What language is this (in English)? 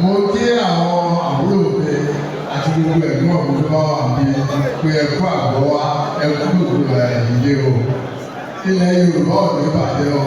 Yoruba